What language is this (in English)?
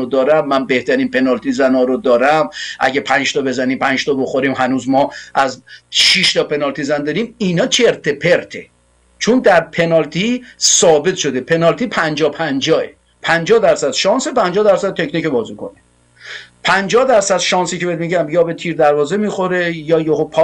Persian